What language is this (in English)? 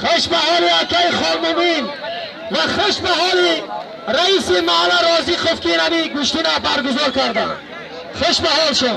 Tajik